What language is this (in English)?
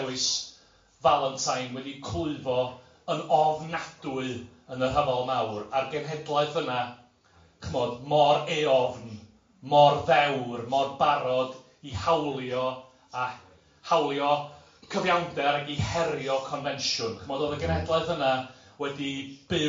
Welsh